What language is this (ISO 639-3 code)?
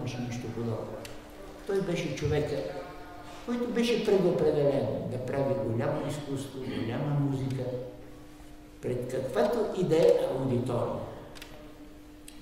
bul